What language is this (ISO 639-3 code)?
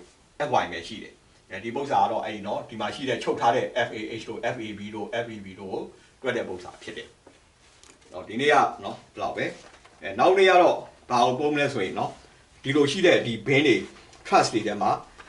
mya